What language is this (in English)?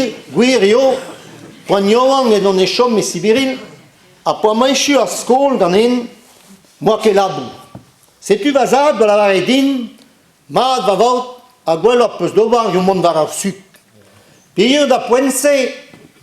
Breton